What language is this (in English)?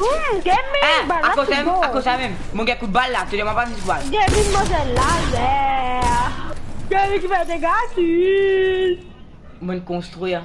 Morisyen